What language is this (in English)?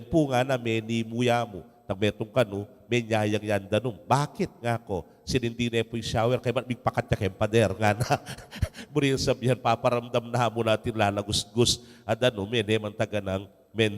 Pampanga